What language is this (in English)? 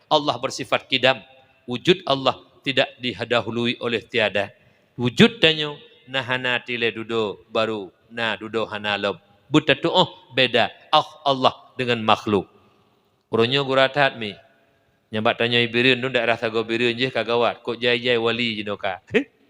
Achinese